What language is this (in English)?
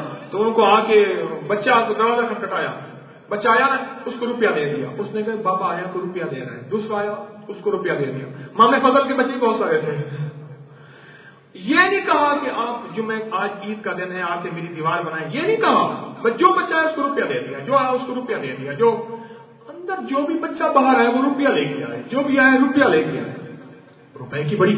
Urdu